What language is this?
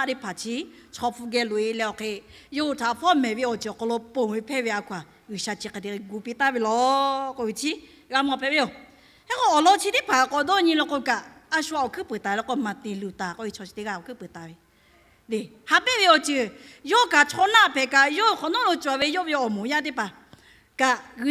Lahu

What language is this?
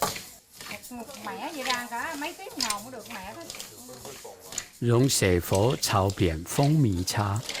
Hakka Chinese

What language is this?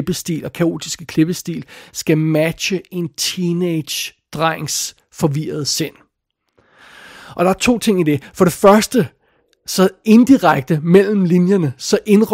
Danish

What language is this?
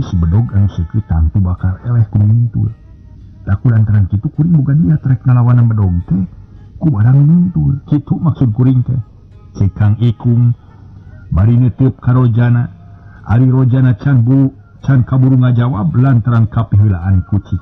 Sundanese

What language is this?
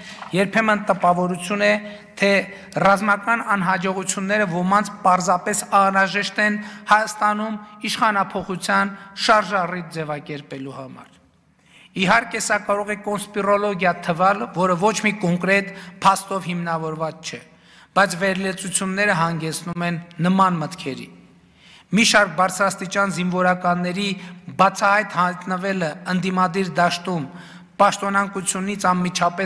Armenian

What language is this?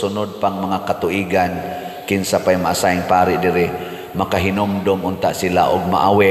Cebuano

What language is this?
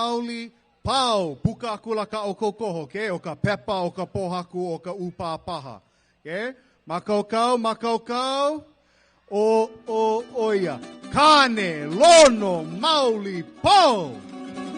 Hawaiian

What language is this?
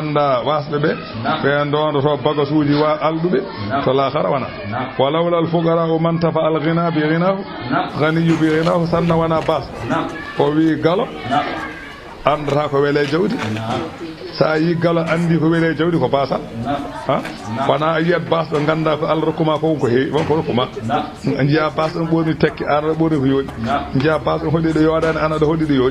Fula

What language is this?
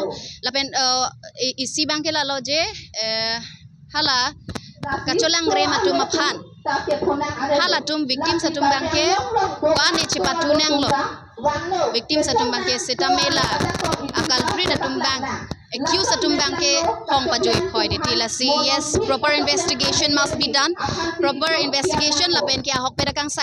Karbi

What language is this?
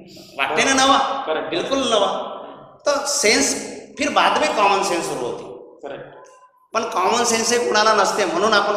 Marathi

